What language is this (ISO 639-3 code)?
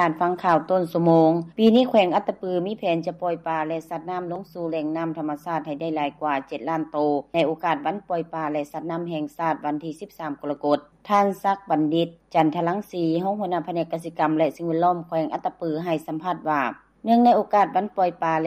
lao